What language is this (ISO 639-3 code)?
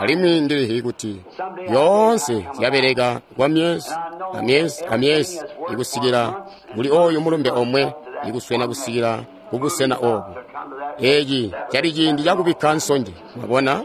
toi